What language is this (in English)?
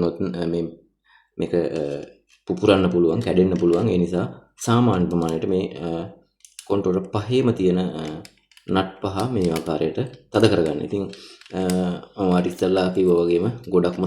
Sinhala